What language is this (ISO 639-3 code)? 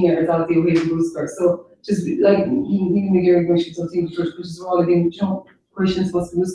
gle